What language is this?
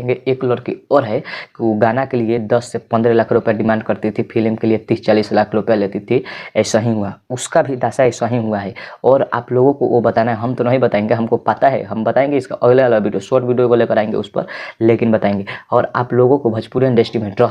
Bhojpuri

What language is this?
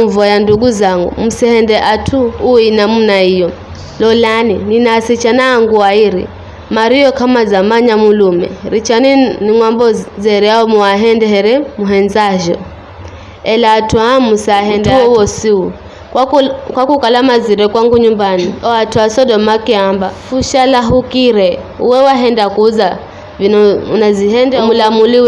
Giryama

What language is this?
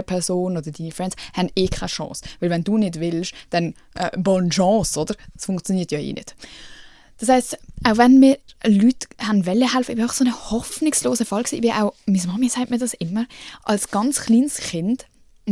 Swiss German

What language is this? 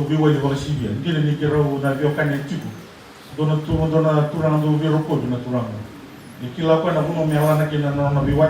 Fijian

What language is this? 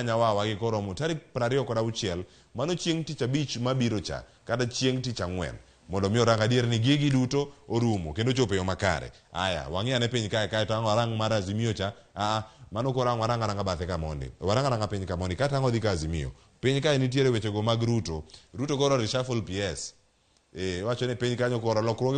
Luo (Kenya and Tanzania)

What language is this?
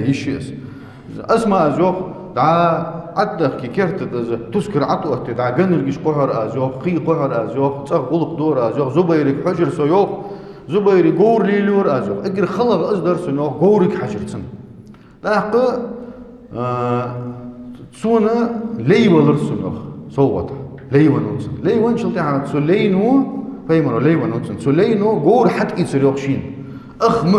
Ingush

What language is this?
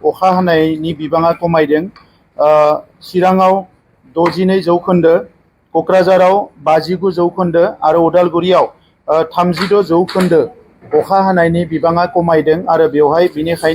Bodo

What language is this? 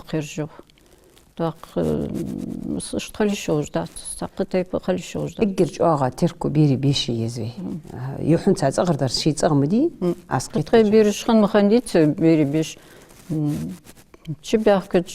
Ingush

